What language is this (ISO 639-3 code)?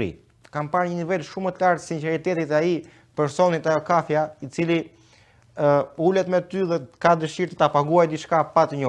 sqi